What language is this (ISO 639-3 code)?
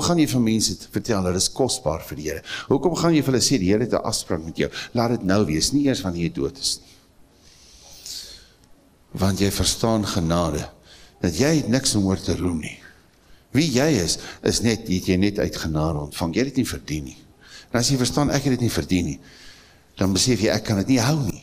afr